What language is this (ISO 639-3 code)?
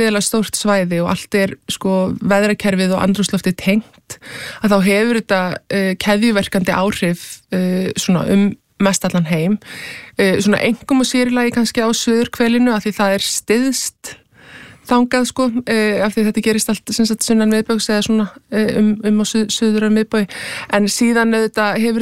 isl